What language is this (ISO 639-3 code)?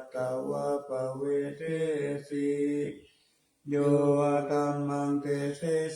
pli